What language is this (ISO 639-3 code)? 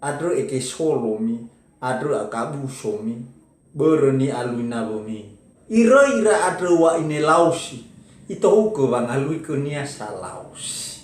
nia